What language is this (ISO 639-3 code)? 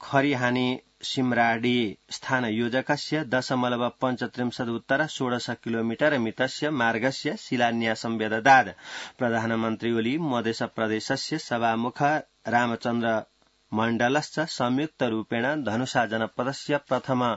san